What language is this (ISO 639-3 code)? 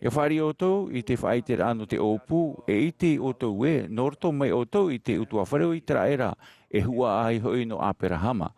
tah